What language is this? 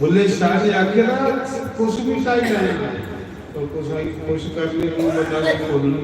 Dogri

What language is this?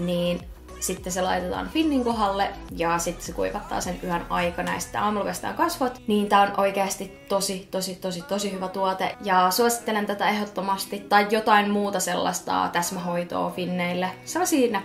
Finnish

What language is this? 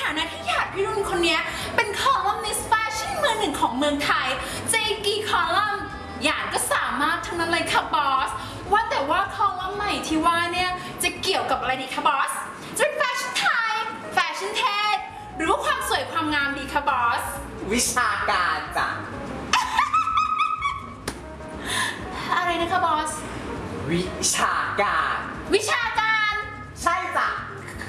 Thai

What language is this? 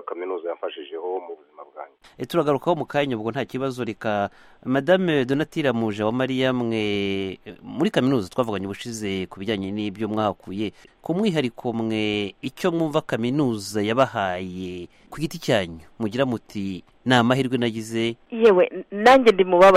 Kinyarwanda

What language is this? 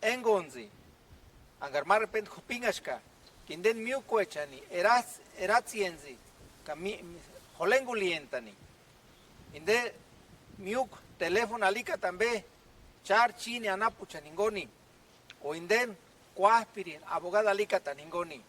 Purepecha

